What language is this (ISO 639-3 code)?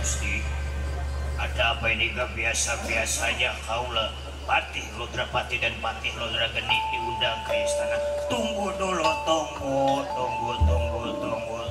bew